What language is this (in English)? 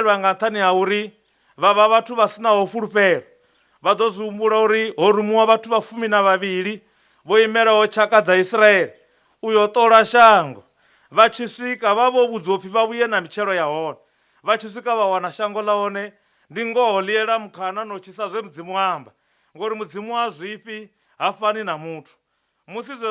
Venda